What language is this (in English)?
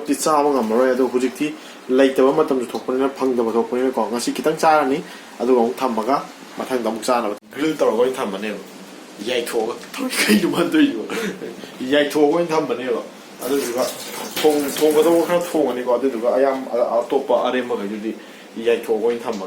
Manipuri